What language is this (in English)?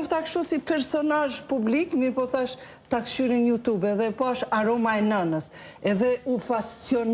Albanian